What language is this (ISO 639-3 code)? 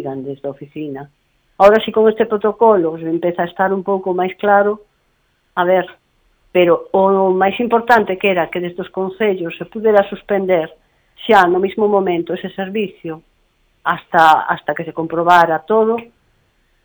glg